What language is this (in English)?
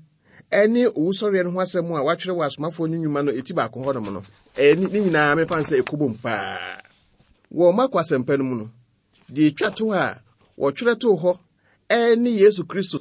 Akan